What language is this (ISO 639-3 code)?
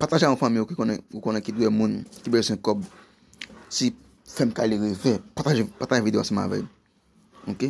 hat